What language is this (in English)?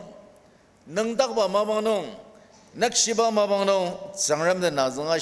Ao Naga